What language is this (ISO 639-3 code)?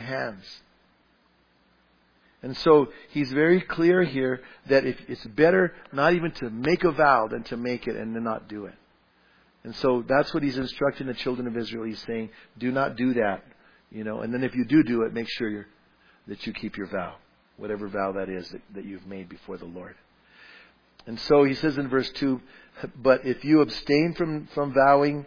eng